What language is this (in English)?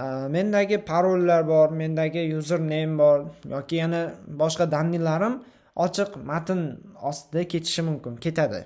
Uzbek